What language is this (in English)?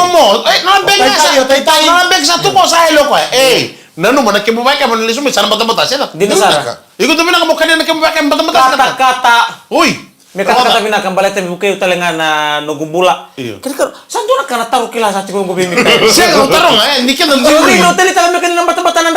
Fijian